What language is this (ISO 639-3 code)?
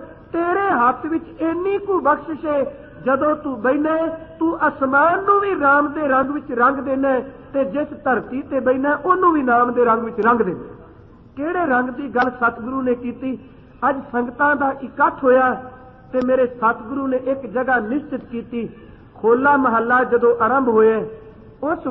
pan